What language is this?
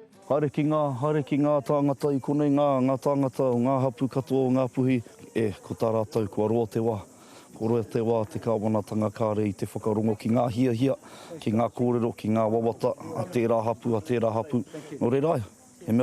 Māori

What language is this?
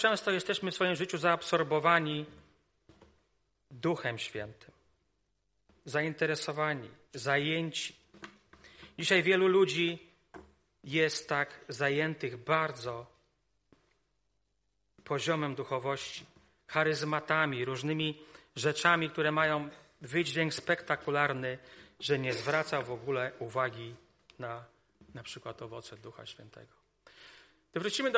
Polish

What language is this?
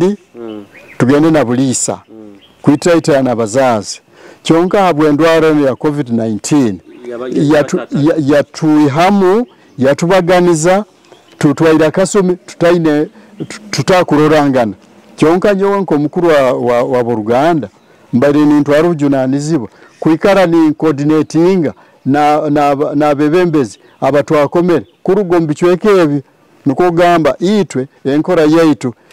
Nyoro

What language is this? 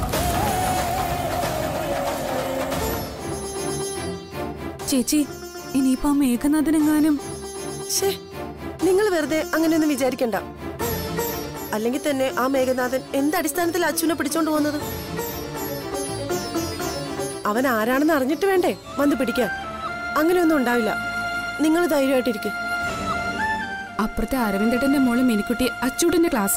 Malayalam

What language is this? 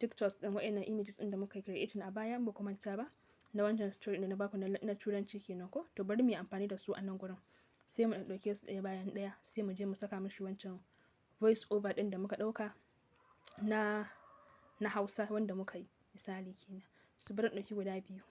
Hausa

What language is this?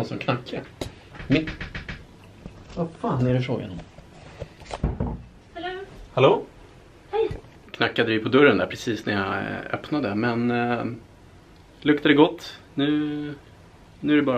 Swedish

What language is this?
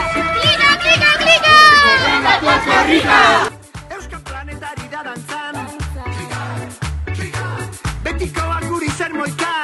Basque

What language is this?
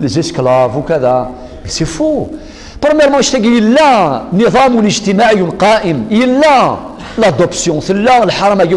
Kabyle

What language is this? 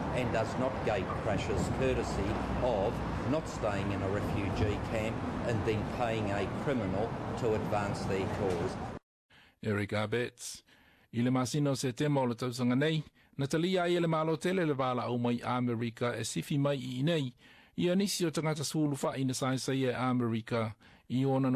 Samoan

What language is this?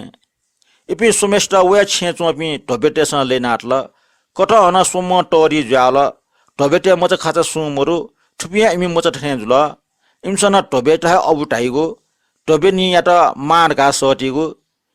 Newari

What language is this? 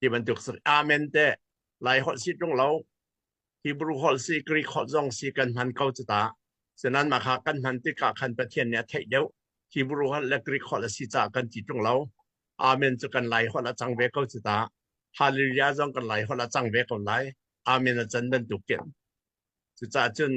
Hakha Chin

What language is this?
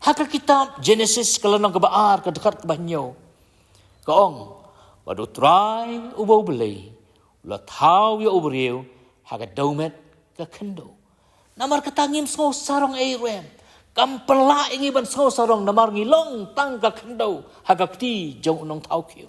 Khasi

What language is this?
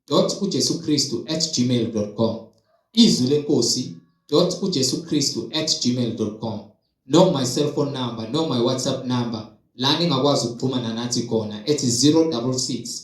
Zulu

